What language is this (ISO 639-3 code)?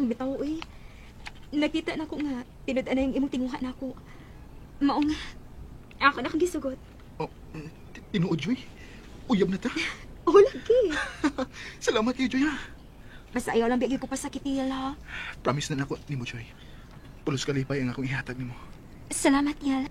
ceb